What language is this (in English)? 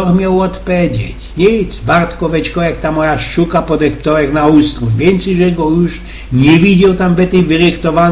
Silesian